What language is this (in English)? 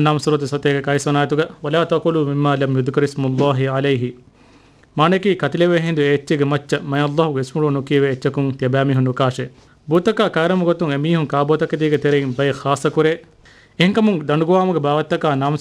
Divehi